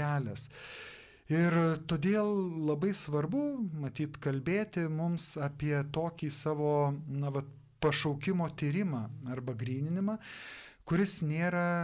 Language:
Lithuanian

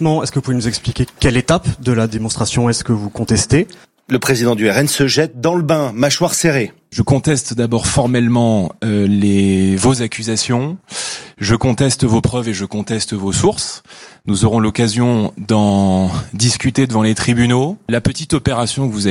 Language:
French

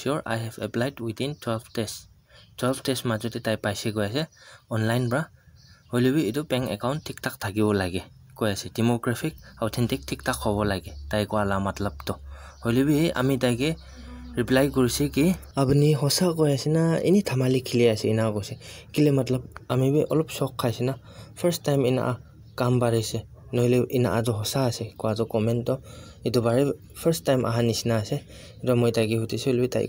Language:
Naga Pidgin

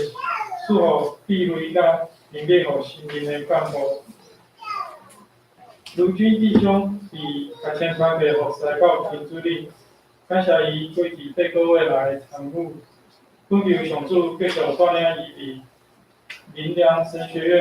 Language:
Min Nan Chinese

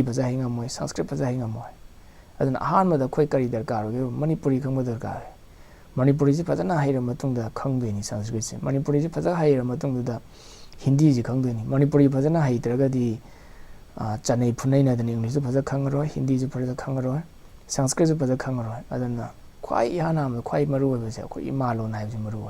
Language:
Manipuri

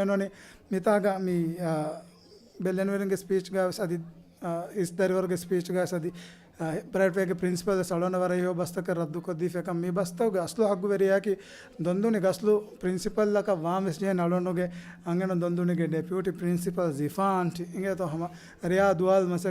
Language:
Divehi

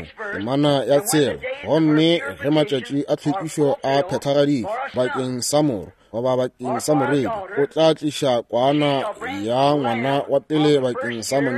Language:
Northern Sotho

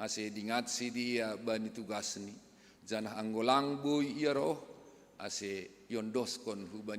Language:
Batak Simalungun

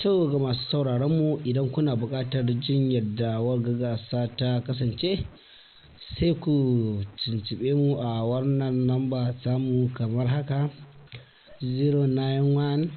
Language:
Hausa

